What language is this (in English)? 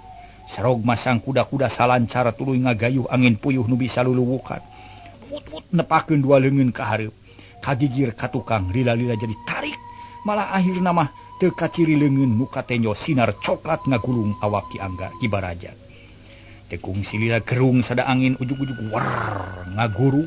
Sundanese